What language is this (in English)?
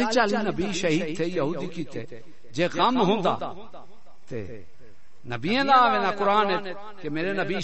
Saraiki